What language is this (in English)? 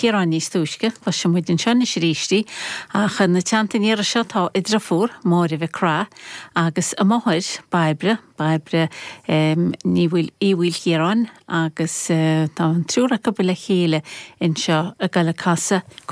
Irish